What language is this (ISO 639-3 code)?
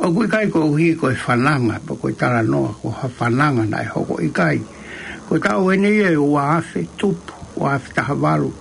ton